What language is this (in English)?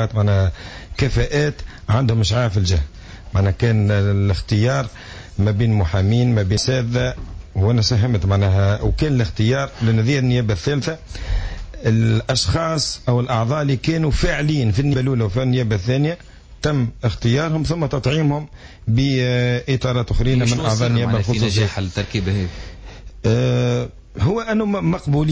Tunisian Arabic